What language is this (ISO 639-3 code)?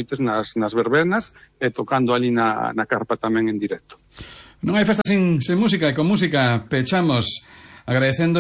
glg